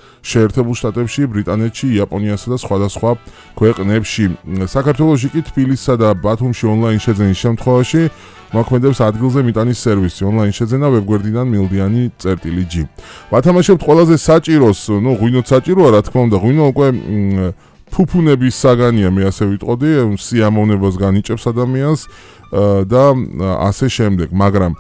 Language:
Georgian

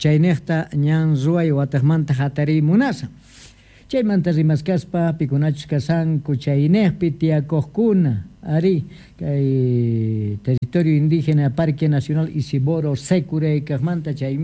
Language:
South Bolivian Quechua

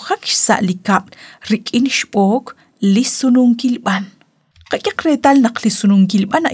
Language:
Kekchí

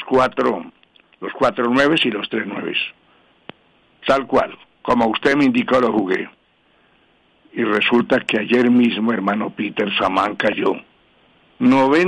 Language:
Spanish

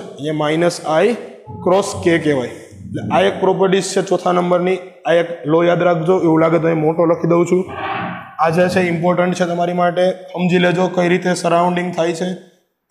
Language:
Gujarati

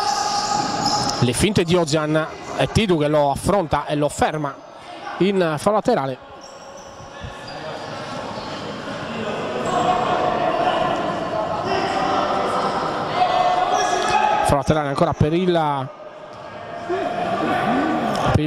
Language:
Italian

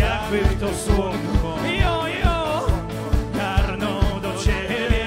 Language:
Silesian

